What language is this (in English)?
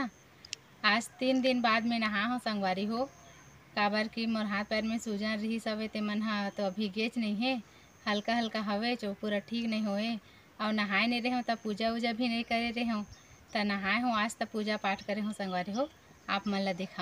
Chhattisgarhi